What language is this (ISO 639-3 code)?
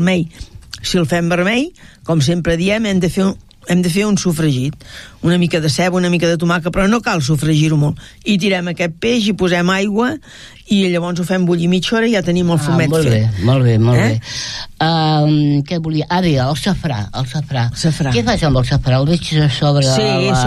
cat